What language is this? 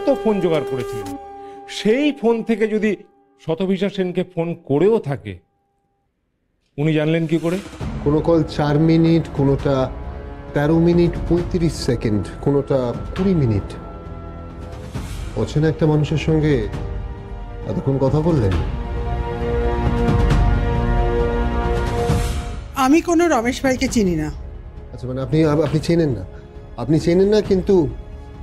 Bangla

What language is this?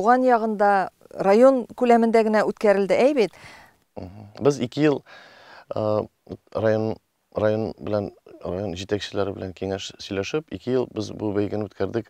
Tatar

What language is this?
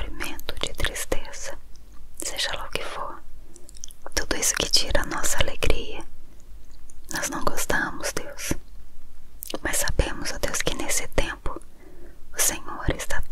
Portuguese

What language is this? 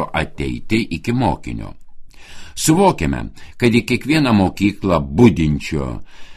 Lithuanian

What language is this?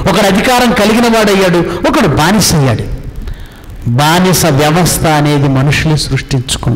Telugu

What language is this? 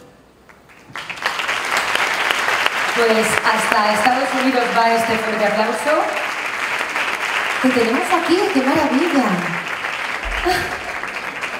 Spanish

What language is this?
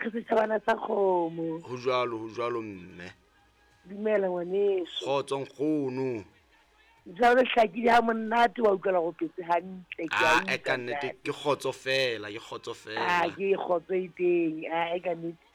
Southern Sotho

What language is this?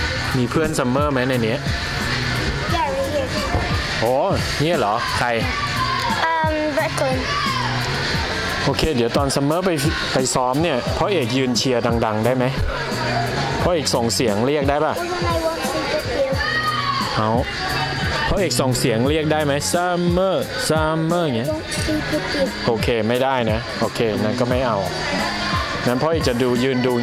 Thai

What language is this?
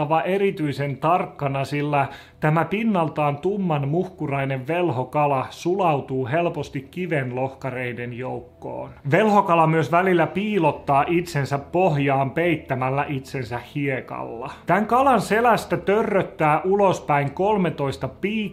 Finnish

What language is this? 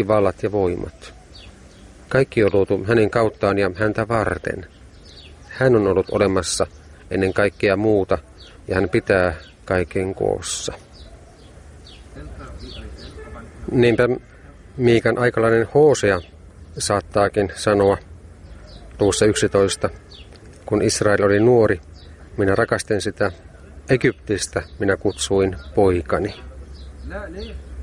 Finnish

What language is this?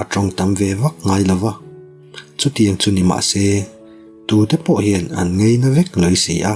Mizo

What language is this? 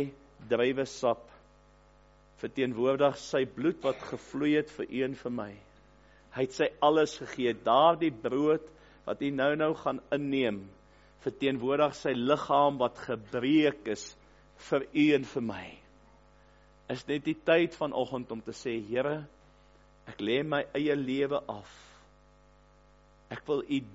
Afrikaans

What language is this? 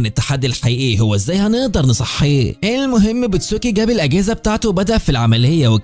Egyptian Arabic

